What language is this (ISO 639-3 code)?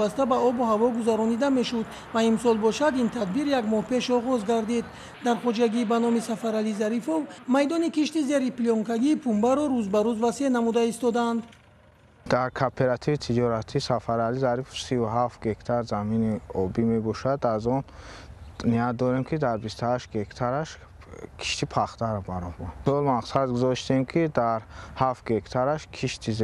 tgk